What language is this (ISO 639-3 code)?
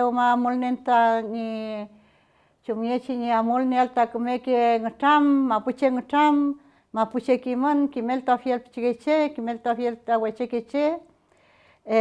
arn